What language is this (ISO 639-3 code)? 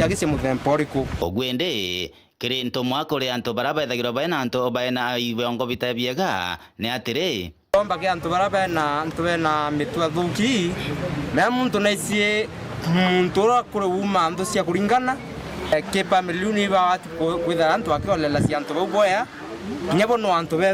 mer